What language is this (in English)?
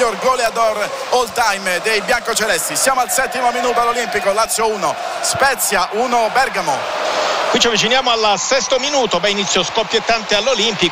Italian